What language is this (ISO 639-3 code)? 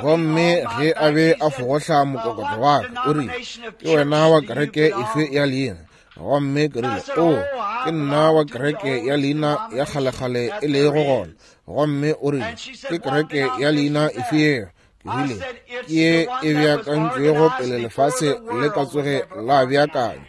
nso